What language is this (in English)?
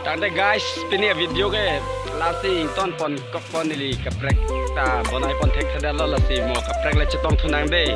Karbi